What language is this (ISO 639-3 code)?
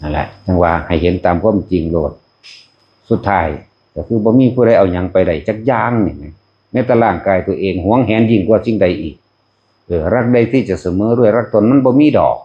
tts